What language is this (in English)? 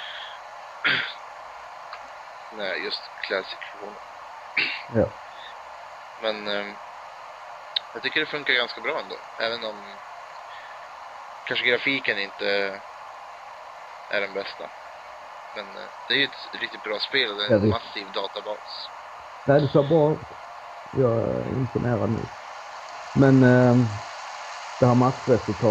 Swedish